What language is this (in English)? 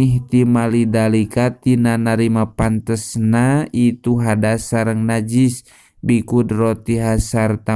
Sundanese